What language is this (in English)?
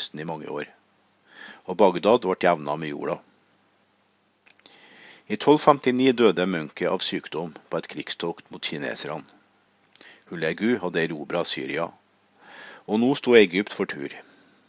Norwegian